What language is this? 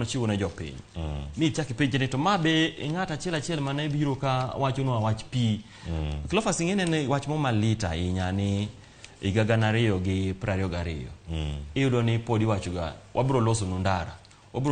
Luo (Kenya and Tanzania)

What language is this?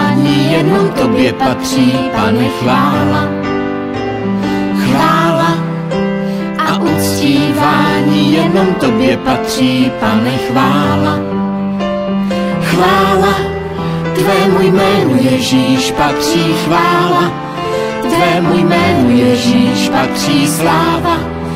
Czech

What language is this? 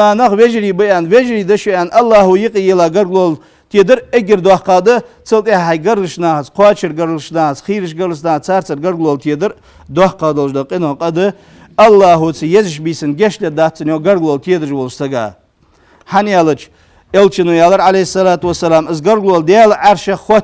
Ingush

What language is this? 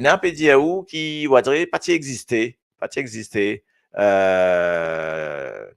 Morisyen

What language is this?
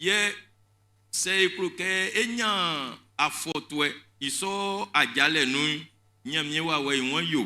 Baoulé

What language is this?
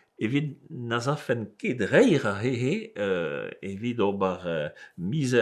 Breton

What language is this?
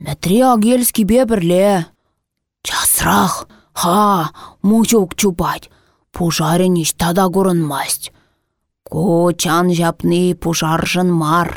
Chuvash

